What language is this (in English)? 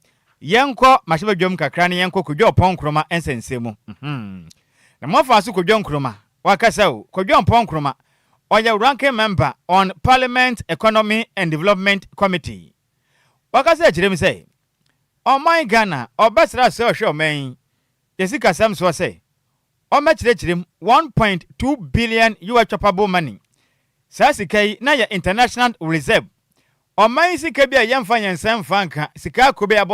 Akan